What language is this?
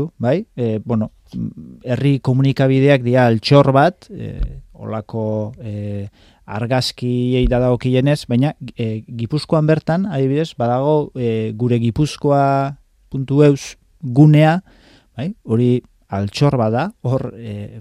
Basque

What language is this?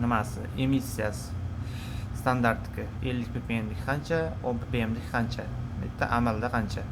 Uzbek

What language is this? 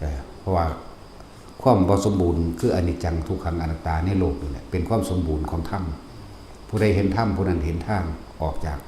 Lao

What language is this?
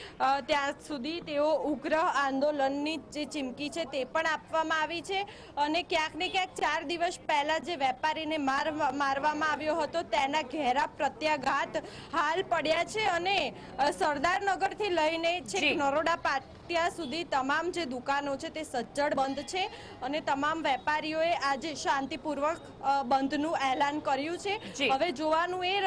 Gujarati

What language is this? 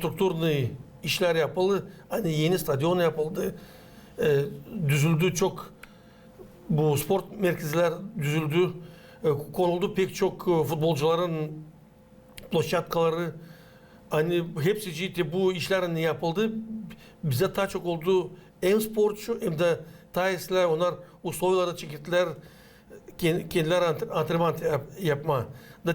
Gagauz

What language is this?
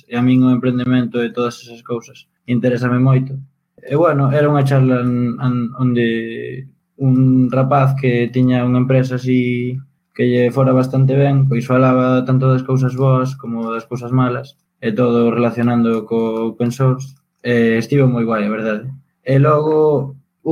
Galician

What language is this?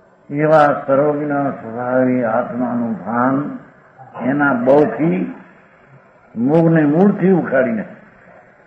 Gujarati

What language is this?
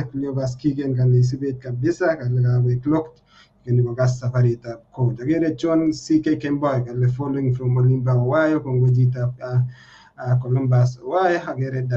Kalenjin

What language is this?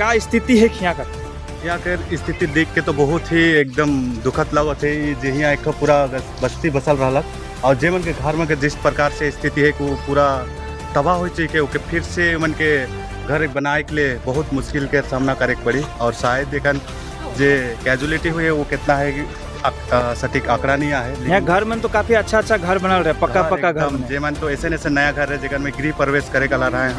Sadri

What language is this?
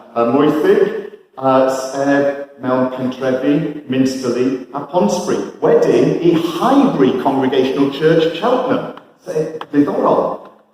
Welsh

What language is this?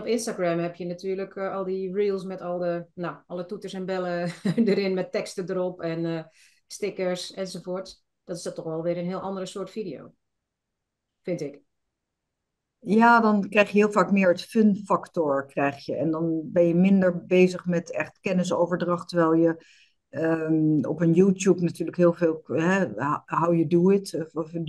Dutch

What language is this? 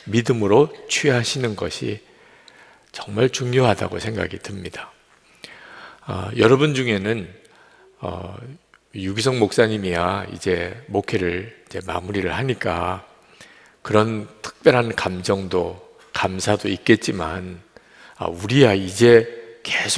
Korean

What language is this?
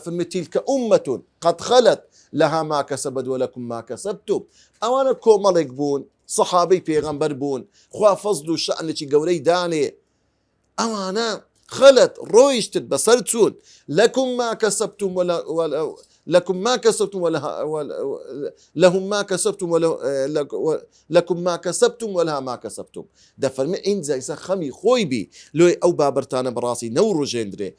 Central Kurdish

